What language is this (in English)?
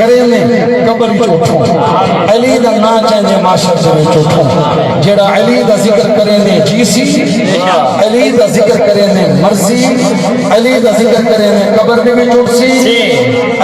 Saraiki